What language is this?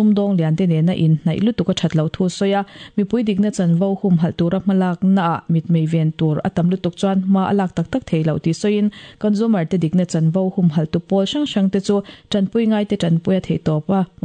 Mizo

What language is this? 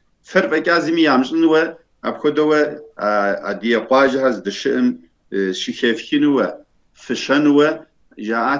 Kabardian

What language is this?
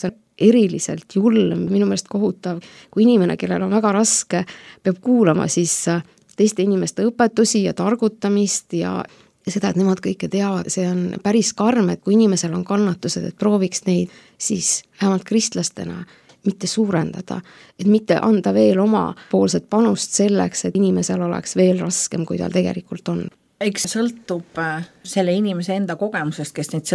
Estonian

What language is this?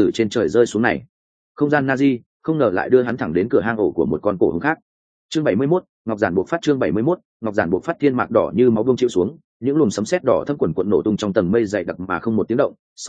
Vietnamese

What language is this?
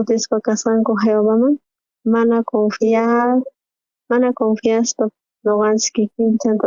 South Bolivian Quechua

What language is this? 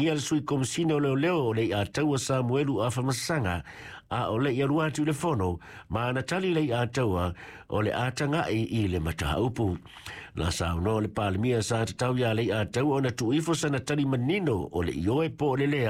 Samoan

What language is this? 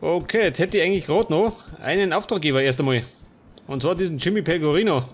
Bavarian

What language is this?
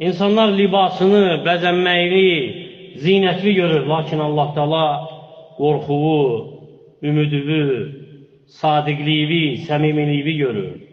Azerbaijani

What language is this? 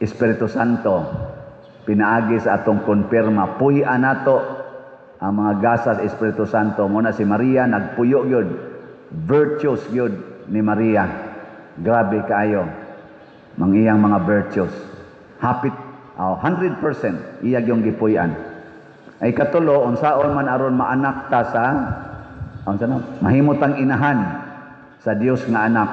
Cebuano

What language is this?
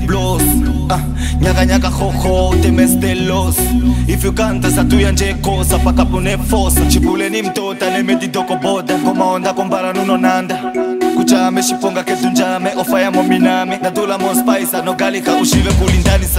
Swahili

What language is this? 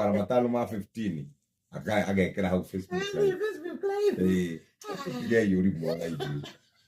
Kikuyu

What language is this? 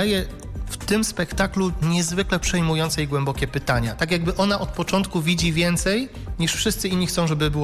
Polish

